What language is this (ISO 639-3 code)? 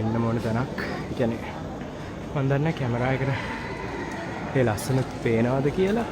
sin